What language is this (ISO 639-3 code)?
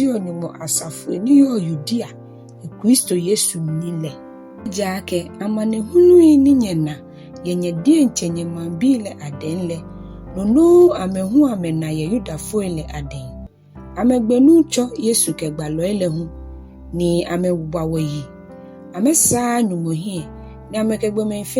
gaa